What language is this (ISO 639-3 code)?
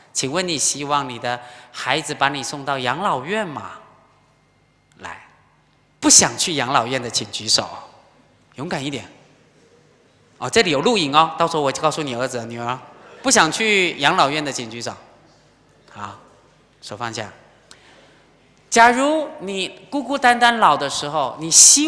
zho